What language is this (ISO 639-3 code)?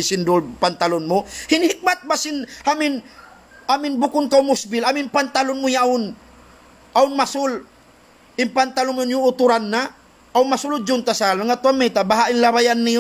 tsg